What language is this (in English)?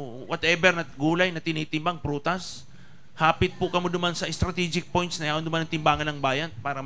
Bikol